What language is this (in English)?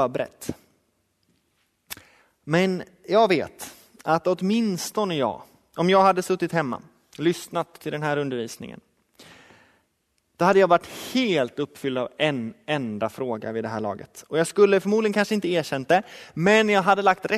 Swedish